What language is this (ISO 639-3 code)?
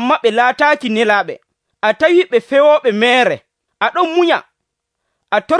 fuv